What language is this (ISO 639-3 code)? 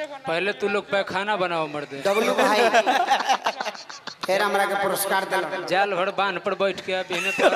bho